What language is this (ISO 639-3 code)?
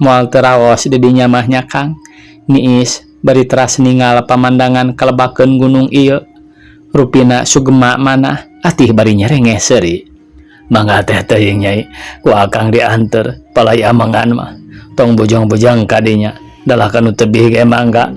sun